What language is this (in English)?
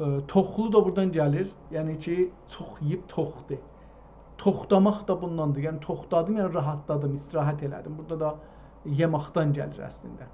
South Azerbaijani